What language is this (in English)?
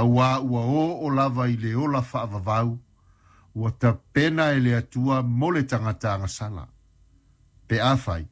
Samoan